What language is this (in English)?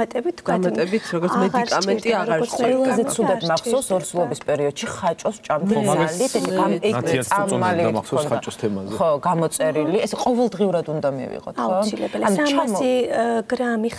Georgian